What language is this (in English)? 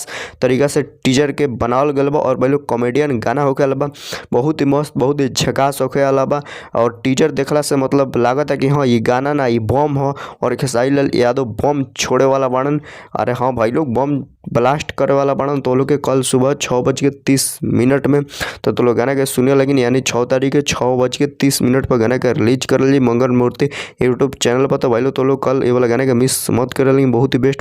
Bhojpuri